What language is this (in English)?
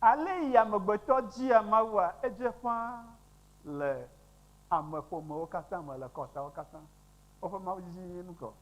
Ewe